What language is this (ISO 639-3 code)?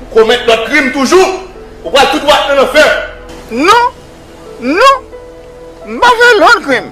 hat